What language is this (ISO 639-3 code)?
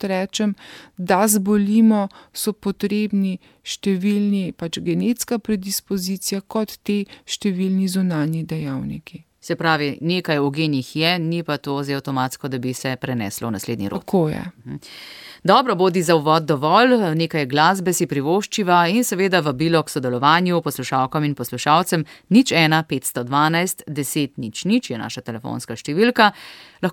slv